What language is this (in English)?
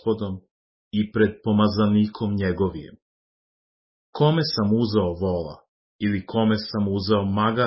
Serbian